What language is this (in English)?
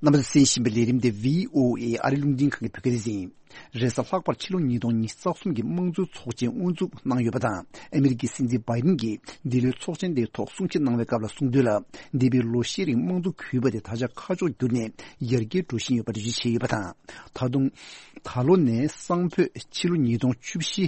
Tibetan